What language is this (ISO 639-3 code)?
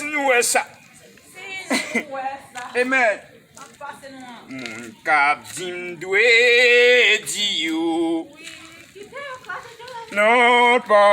hat